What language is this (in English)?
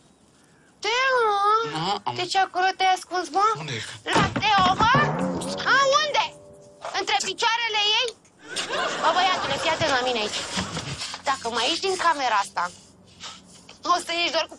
Romanian